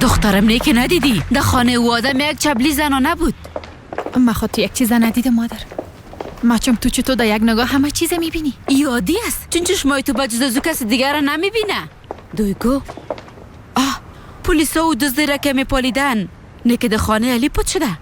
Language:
Persian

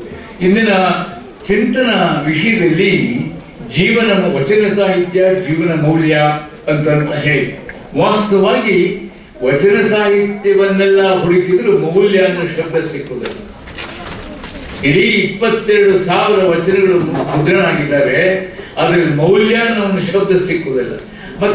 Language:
Kannada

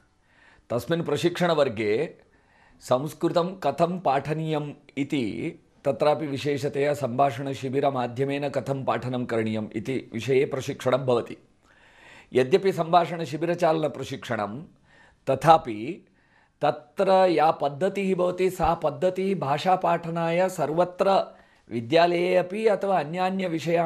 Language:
Sanskrit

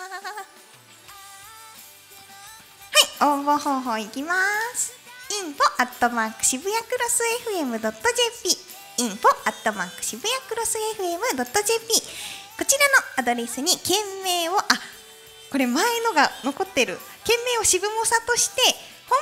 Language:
Japanese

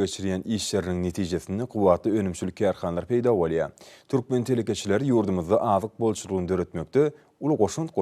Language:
Turkmen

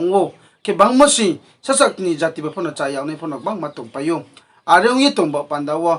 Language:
Riang (India)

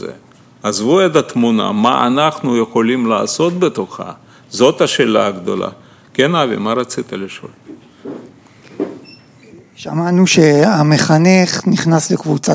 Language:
Hebrew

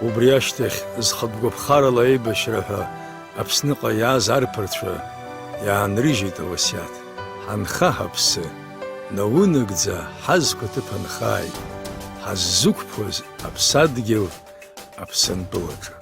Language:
Abkhazian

